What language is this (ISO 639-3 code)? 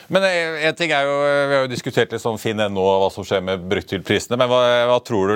nor